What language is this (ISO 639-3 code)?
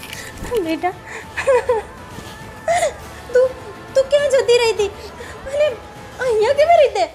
guj